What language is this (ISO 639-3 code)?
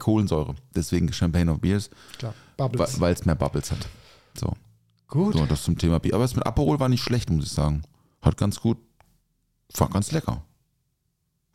deu